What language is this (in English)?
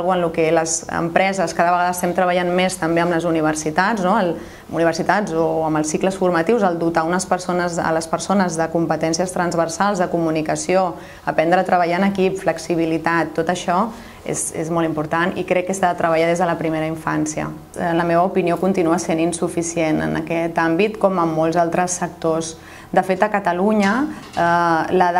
Catalan